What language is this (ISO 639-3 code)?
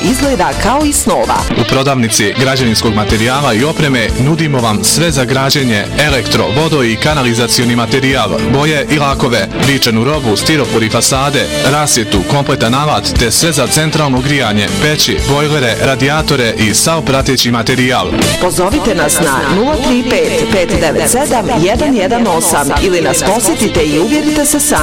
bos